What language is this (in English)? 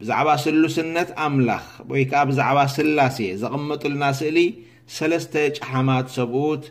Tigrinya